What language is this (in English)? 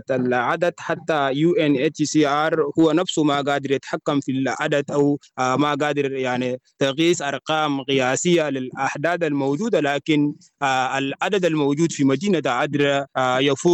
Sudanese Arabic